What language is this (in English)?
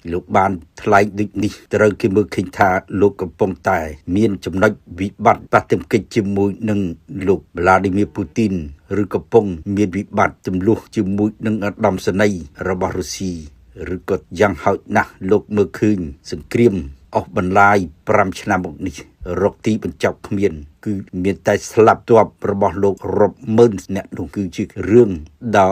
Khmer